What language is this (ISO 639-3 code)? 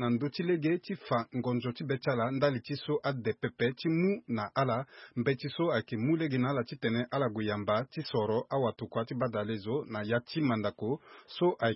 sag